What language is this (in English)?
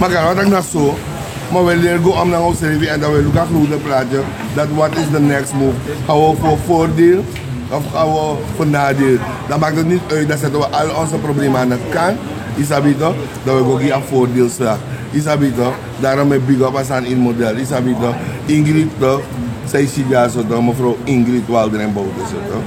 Sranan Tongo